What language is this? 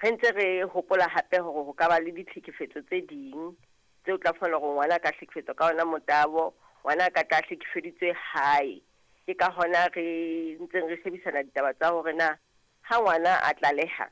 Southern Sotho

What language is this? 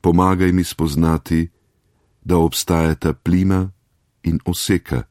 Slovenian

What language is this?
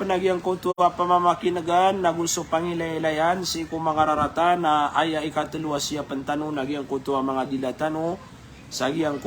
Maranao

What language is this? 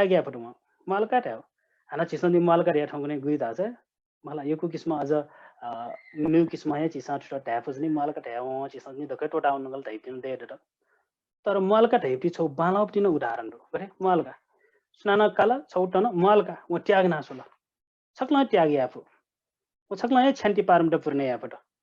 Newari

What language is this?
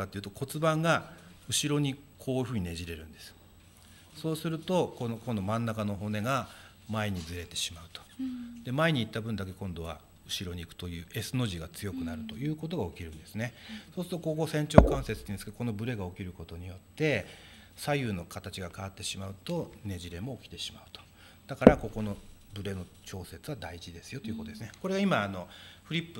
Japanese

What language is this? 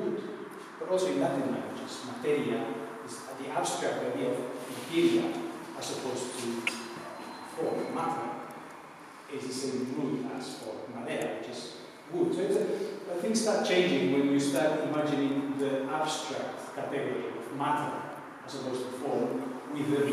English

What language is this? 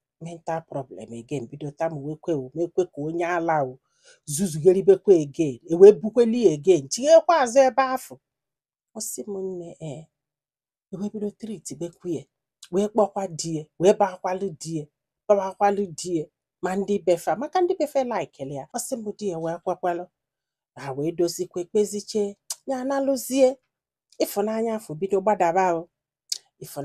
Igbo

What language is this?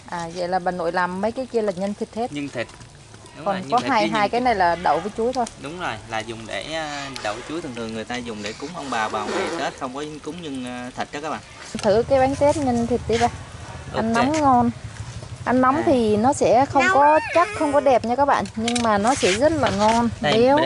Vietnamese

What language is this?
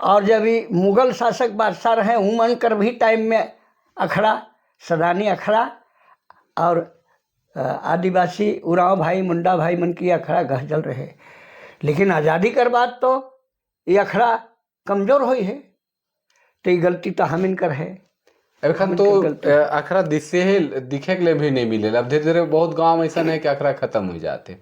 Sadri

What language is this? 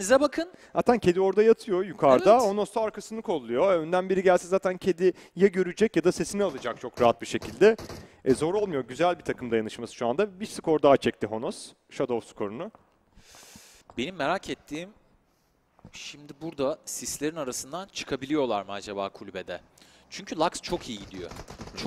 Turkish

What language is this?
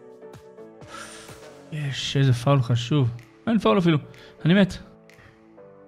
Hebrew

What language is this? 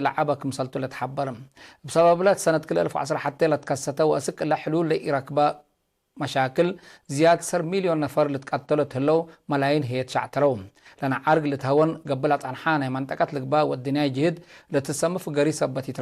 Tigre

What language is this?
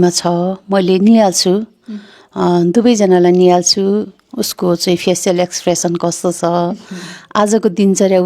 Nepali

